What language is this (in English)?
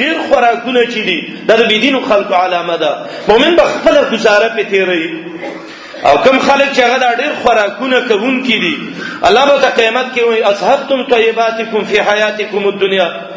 Pashto